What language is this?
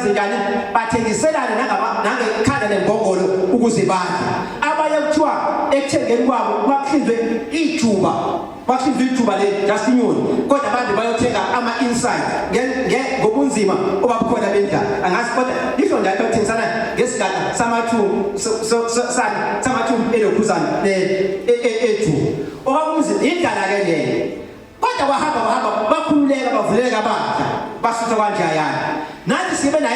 Zulu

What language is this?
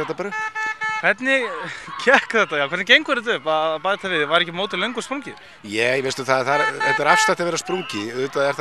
Icelandic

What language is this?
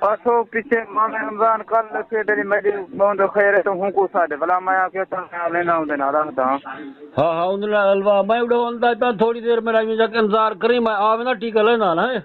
Saraiki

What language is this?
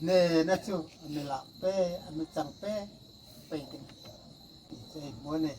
Hmar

